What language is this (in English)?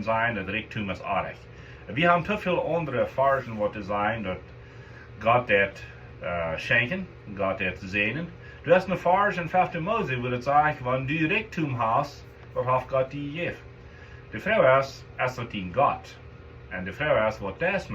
Plautdietsch